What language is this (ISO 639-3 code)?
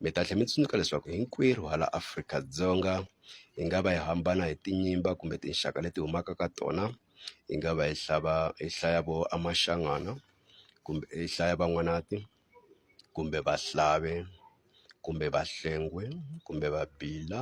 tso